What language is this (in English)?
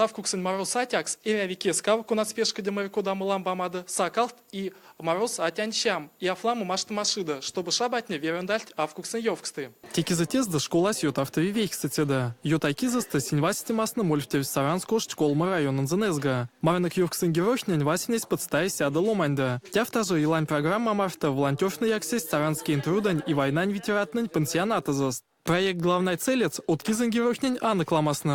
Erzya